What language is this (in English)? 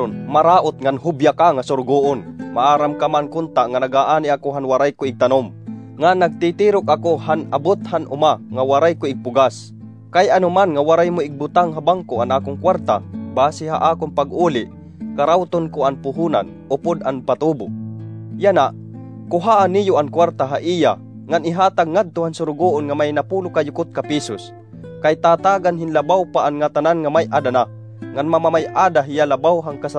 Waray